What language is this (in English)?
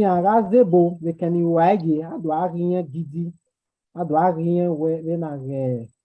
Bini